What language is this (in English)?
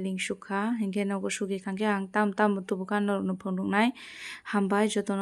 Kok Borok